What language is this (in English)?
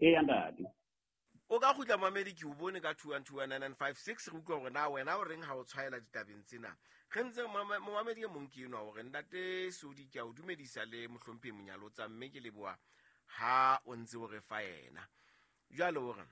Southern Sotho